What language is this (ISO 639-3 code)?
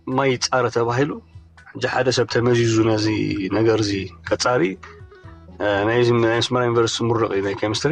tir